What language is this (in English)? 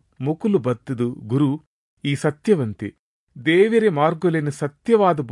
Tulu